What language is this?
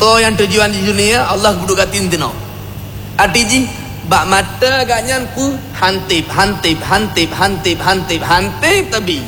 Achinese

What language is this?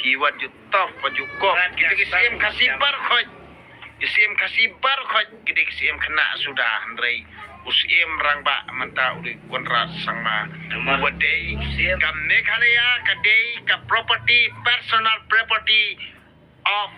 Khasi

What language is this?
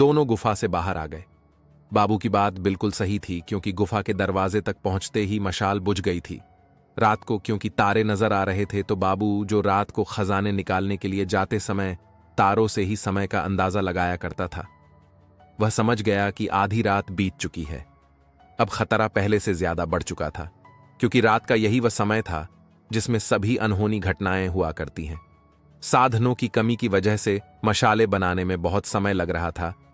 Hindi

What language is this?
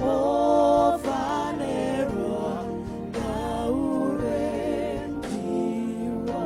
Venda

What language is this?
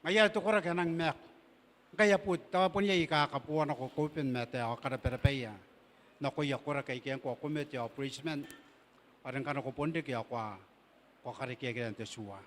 Gilbertese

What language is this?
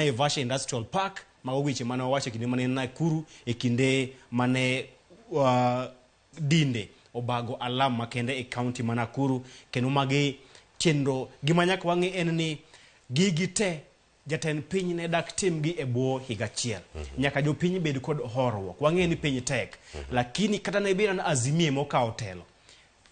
Luo (Kenya and Tanzania)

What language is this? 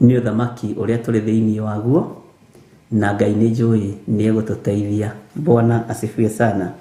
Kikuyu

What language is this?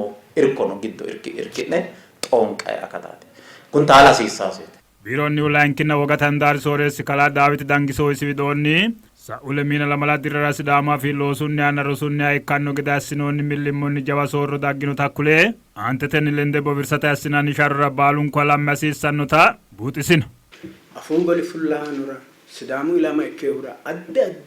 Sidamo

